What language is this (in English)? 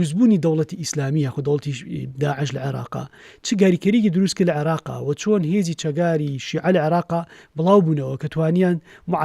Central Kurdish